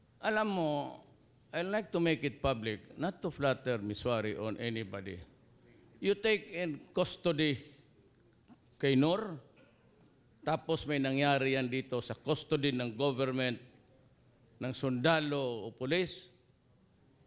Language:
Filipino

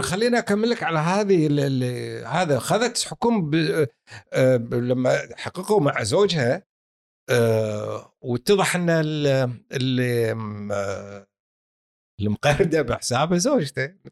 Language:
Gulf Arabic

